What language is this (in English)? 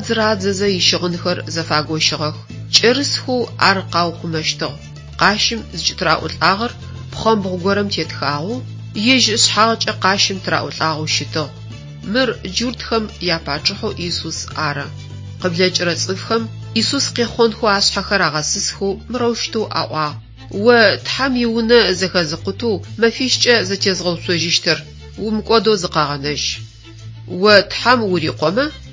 Adyghe